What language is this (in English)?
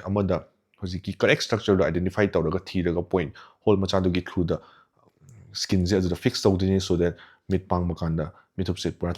Manipuri